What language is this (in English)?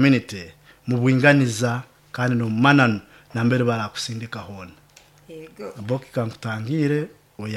Nyoro